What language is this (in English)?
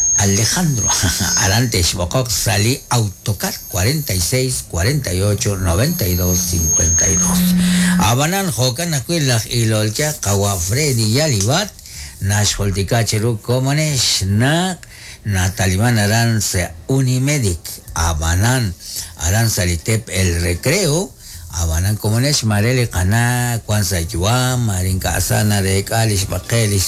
Kekchí